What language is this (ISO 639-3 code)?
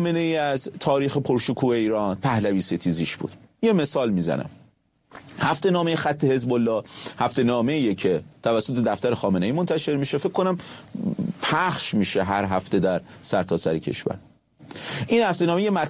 fas